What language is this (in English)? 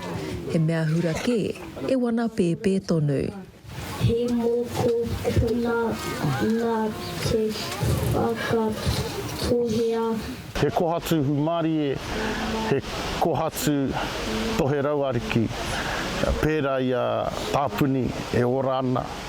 Māori